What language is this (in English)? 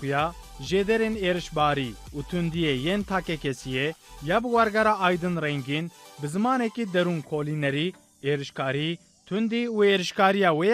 Kurdish